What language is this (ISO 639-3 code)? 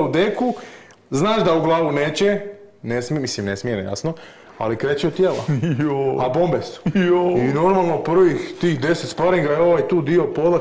hrv